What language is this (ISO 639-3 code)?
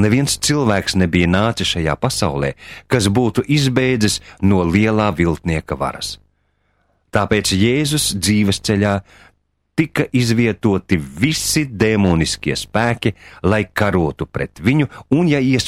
lav